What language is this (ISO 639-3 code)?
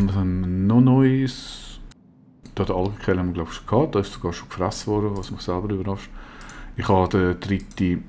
gsw